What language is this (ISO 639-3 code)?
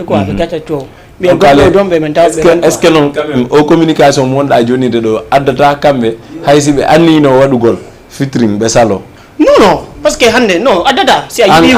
ful